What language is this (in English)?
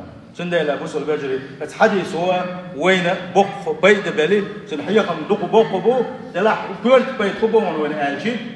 Chechen